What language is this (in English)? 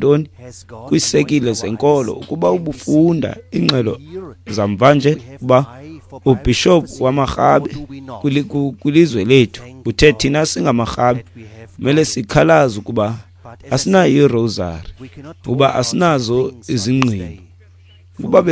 Xhosa